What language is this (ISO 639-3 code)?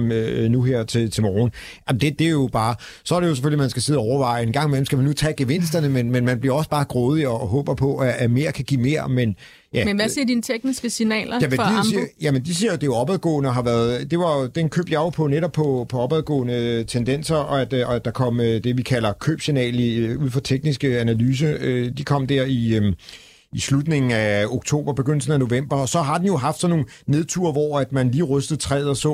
dan